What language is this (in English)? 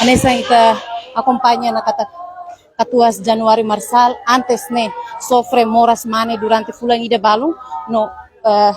Tetum